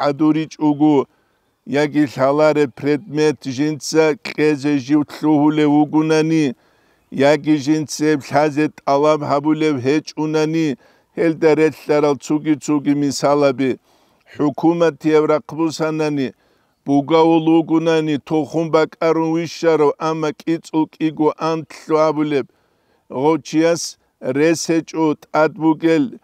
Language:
Avaric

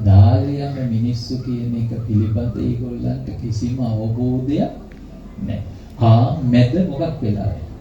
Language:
Sinhala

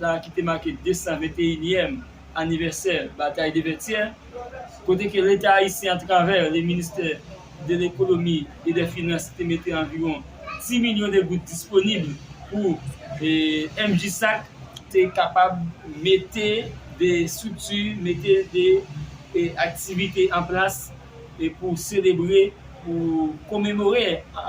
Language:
Haitian Creole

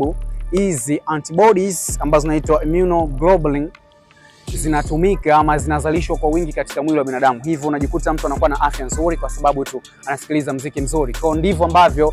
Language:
Swahili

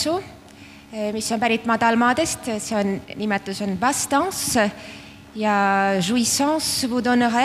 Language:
Estonian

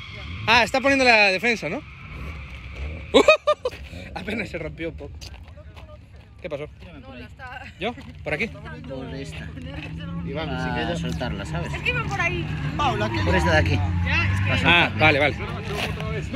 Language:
Spanish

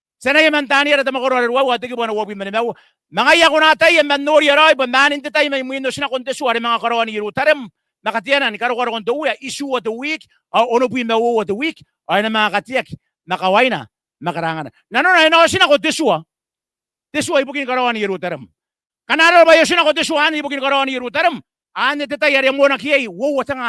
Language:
Gilbertese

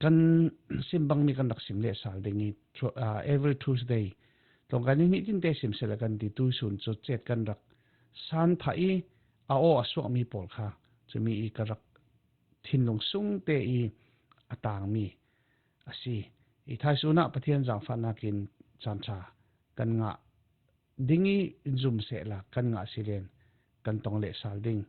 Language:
Falam Chin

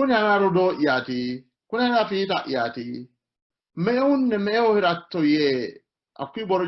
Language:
Sidamo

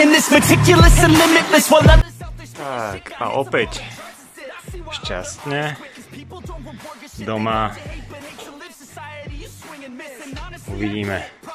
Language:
Slovak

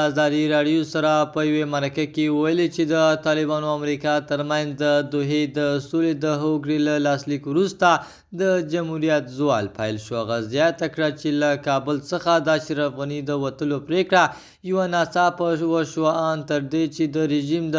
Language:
Pashto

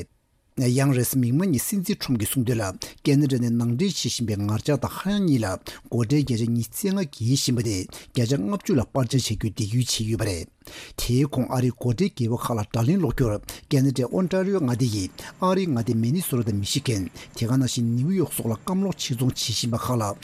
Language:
Tibetan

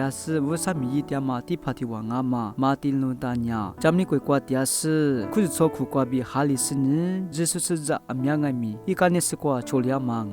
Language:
Lisu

